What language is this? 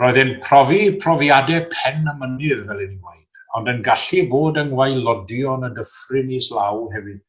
Welsh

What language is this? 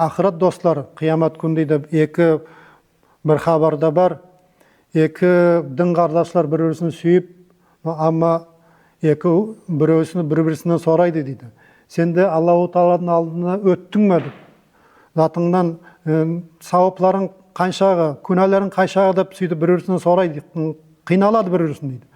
Nogai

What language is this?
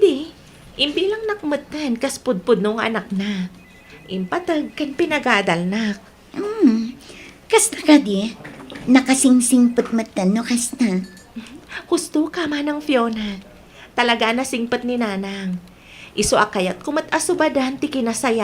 Iloko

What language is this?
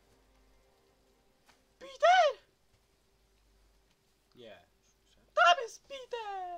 Polish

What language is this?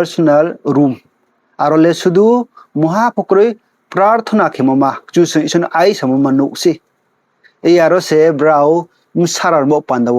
Riang (India)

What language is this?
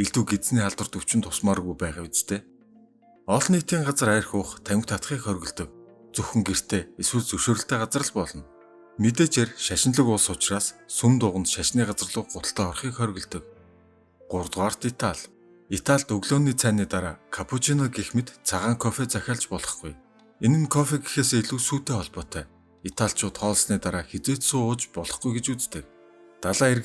Mongolian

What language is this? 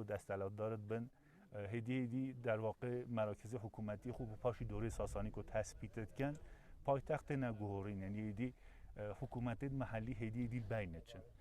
Kurdish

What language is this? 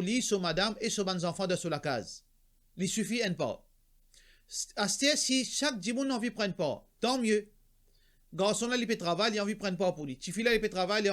Morisyen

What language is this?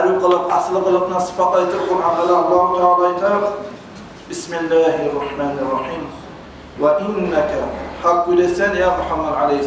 Kumyk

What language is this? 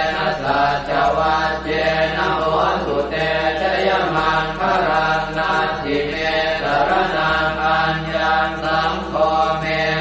Pali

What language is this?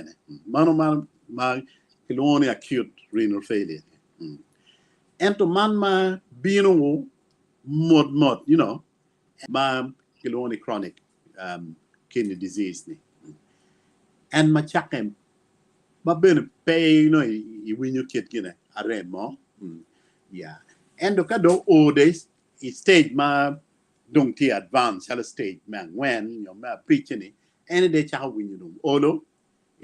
Acoli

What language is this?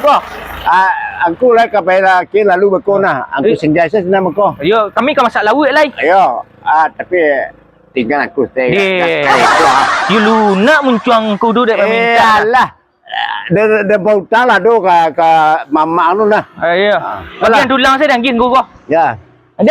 Minangkabau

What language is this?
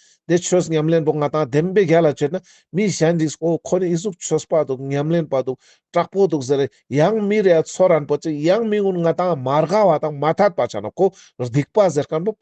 Ladakhi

